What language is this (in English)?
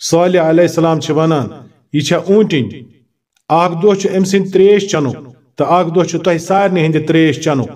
Kashmiri